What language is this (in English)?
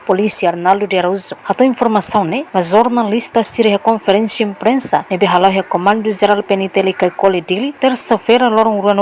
Tetum